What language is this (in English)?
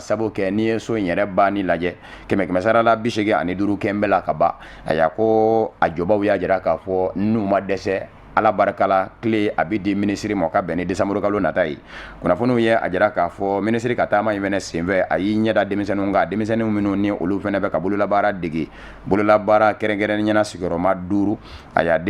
Bambara